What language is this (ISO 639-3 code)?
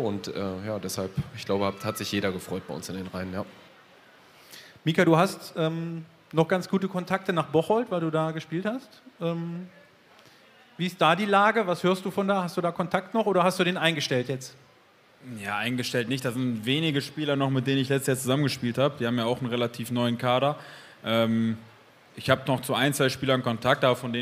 deu